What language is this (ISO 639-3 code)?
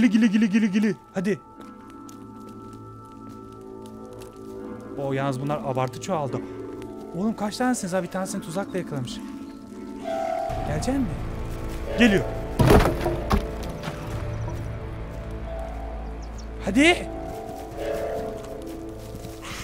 tur